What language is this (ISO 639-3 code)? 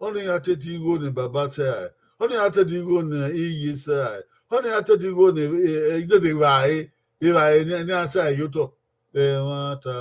bin